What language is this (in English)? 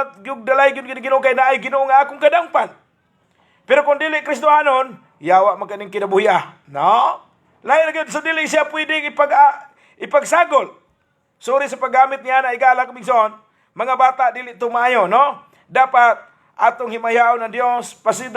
Cebuano